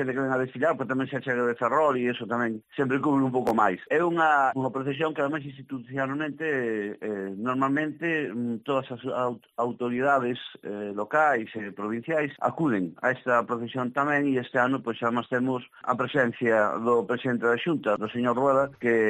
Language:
Galician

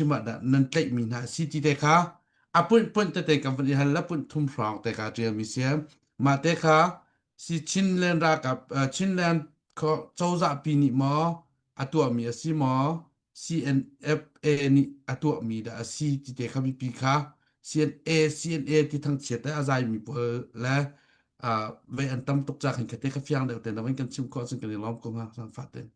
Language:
Hakha Chin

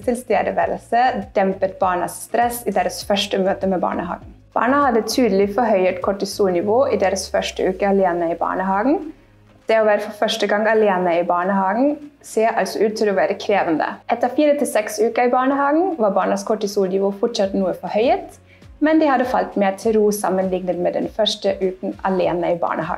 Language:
Norwegian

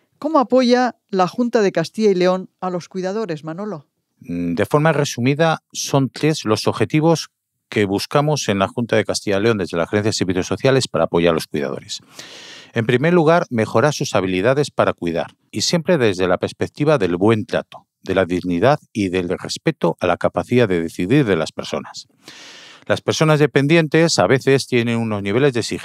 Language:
Spanish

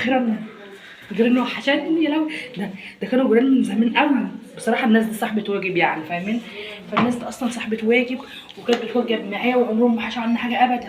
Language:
Egyptian Arabic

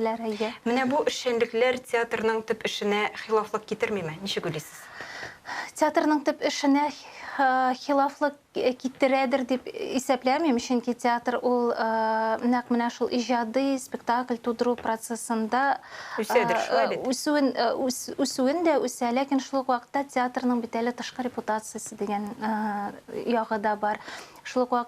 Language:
Tatar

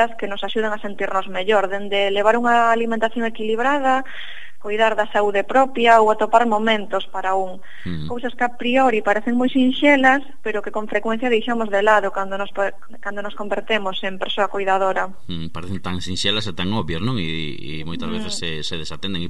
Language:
Galician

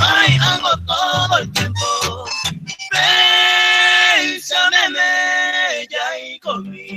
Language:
Guarani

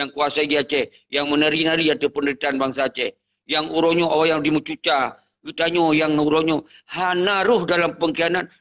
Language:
Achinese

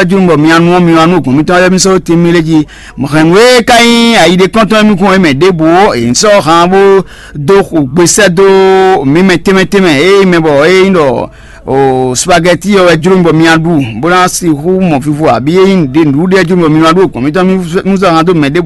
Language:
Fon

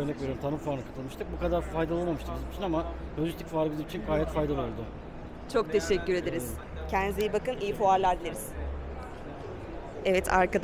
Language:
Turkish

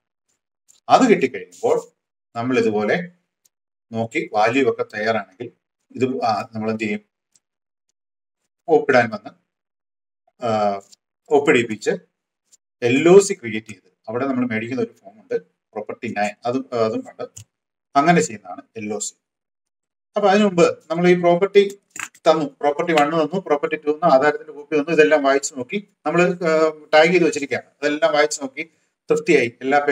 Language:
Malayalam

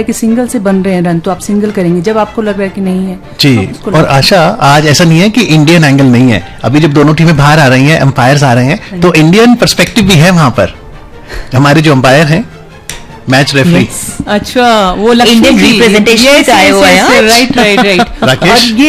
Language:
Hindi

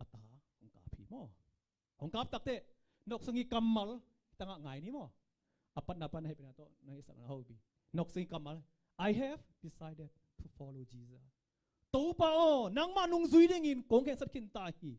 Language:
Tedim Chin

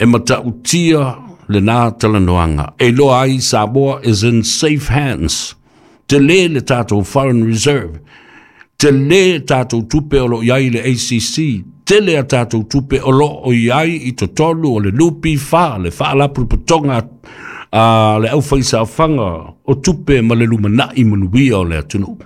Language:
Samoan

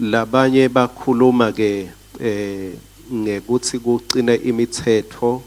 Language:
Swati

